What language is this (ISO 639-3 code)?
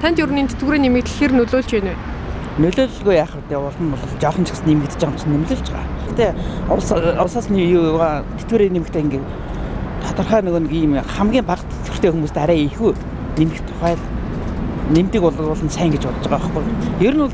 mon